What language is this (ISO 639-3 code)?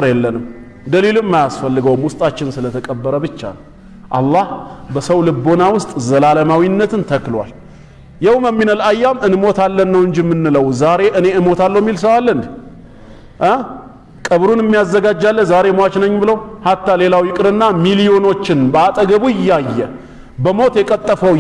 amh